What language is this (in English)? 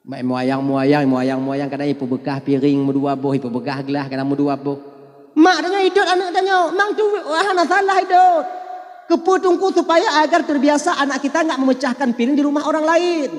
Achinese